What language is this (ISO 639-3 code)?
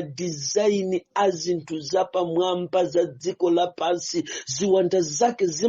nya